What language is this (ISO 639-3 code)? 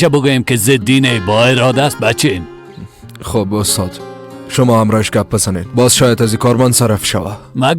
fas